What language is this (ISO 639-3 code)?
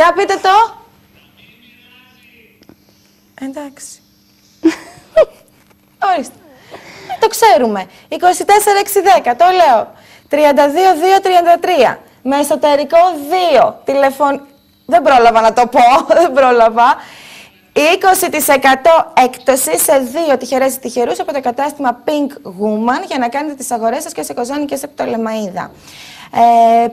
ell